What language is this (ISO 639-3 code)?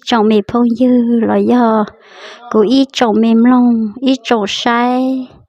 hmn